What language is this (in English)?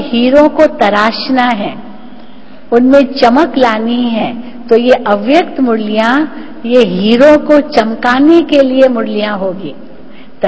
Hindi